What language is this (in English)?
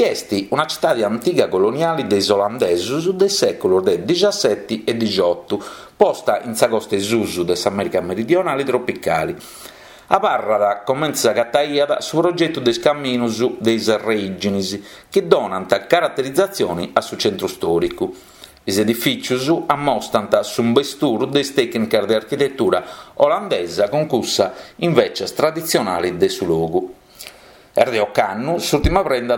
Sardinian